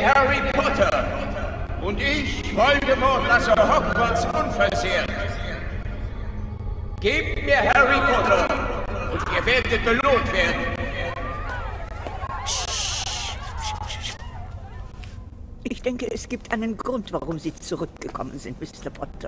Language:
German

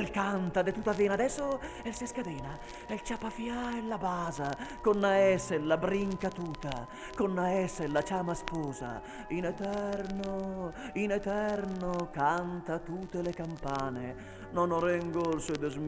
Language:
Venetian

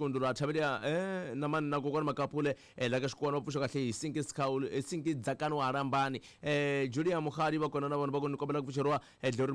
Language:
Tsonga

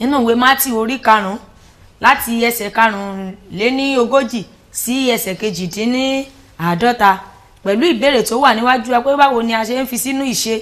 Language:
Yoruba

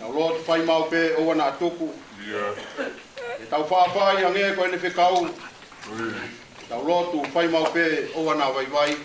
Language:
Tongan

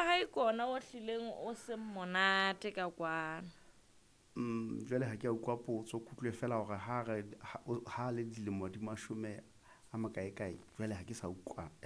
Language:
Southern Sotho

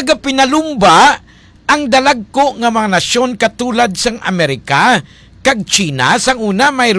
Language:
Hiligaynon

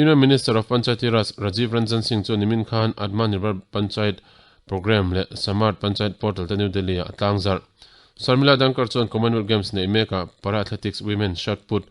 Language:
Mizo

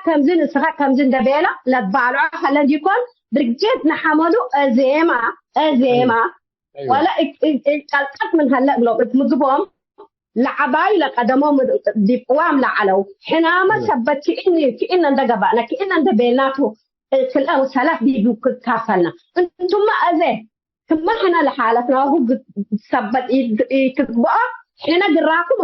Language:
Tigre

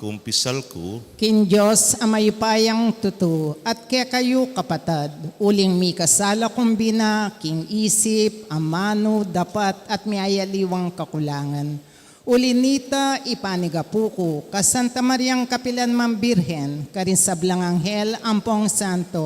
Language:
Pampanga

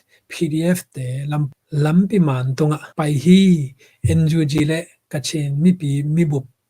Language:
Tedim Chin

